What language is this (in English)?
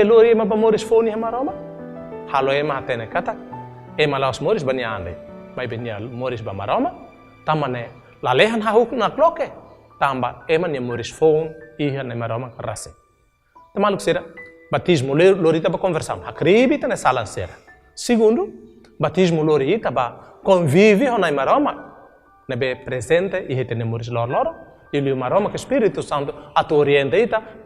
Tetum